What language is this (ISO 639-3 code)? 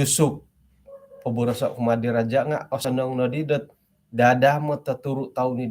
dtp